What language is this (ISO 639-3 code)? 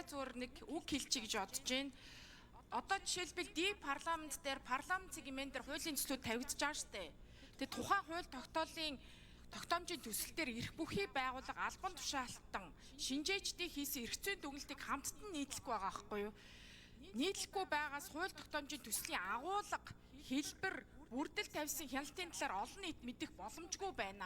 mon